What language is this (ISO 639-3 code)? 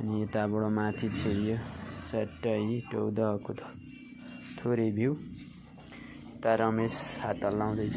nep